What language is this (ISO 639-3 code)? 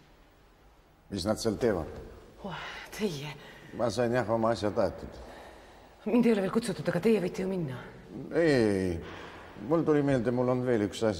est